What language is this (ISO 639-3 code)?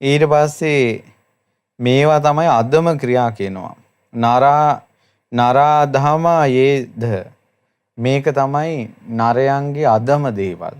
sin